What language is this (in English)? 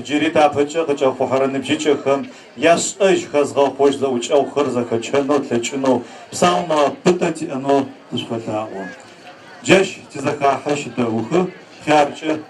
Adyghe